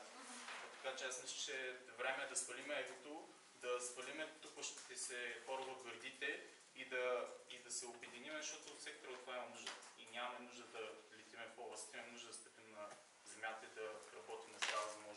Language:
Bulgarian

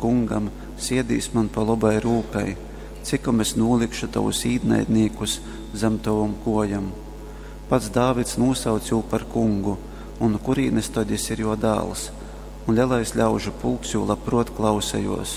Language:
Latgalian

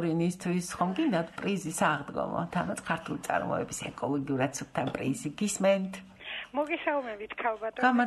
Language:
Georgian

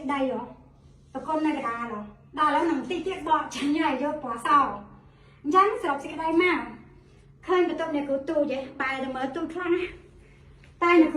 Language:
Khmer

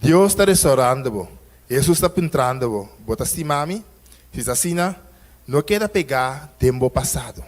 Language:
Papiamento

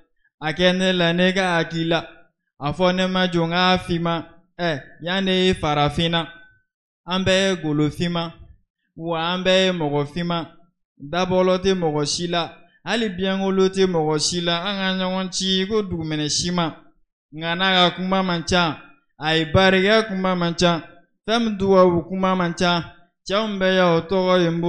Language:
Bambara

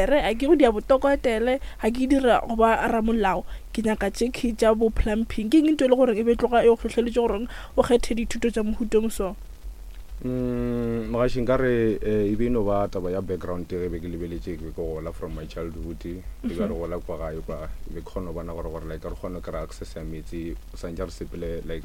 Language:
Northern Sotho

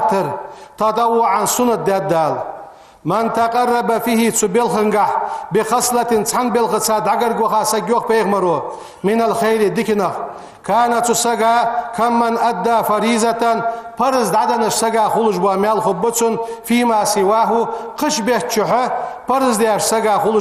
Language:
Ingush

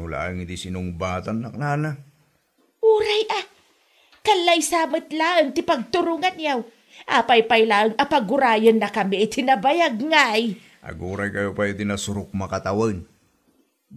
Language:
Iloko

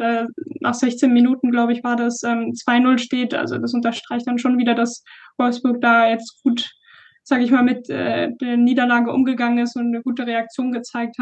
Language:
German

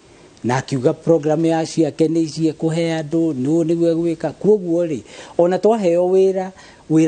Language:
Kikuyu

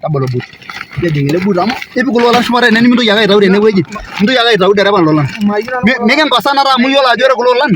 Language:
Masai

